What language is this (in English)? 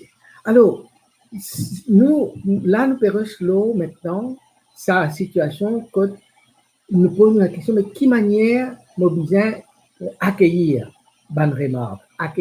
Morisyen